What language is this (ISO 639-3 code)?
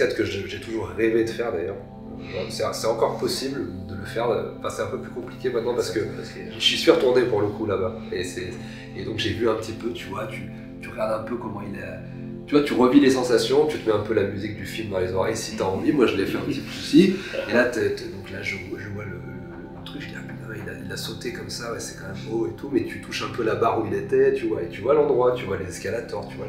fra